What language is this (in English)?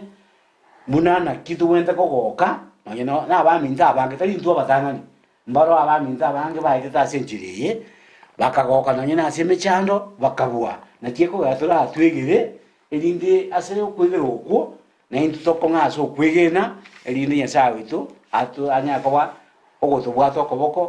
Gusii